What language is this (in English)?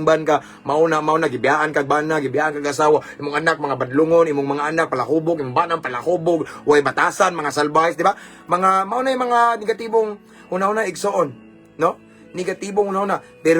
Cebuano